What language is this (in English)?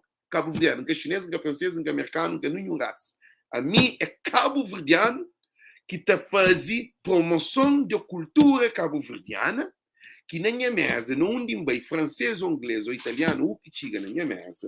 Kabuverdianu